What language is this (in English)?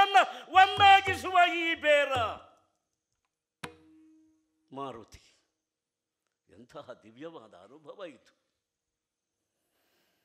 Kannada